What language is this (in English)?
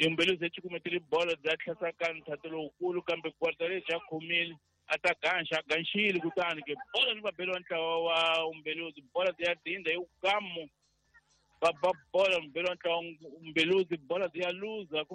Tsonga